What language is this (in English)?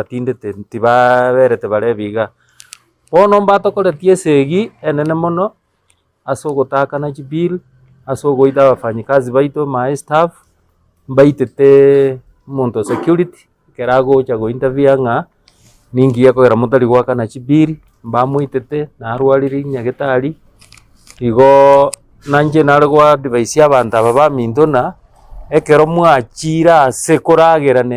Gusii